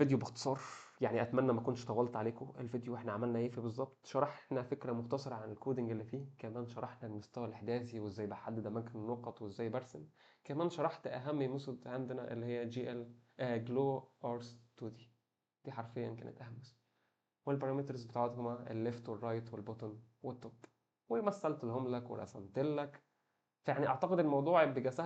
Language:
Egyptian Arabic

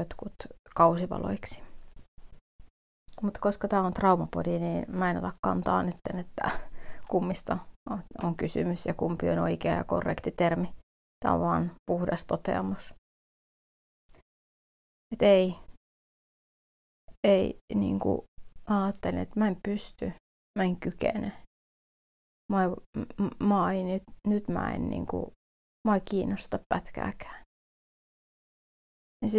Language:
Finnish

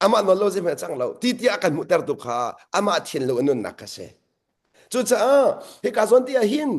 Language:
Hakha Chin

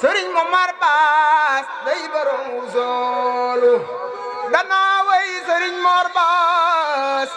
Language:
Wolof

